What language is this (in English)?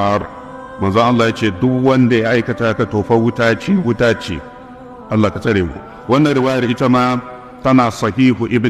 Hausa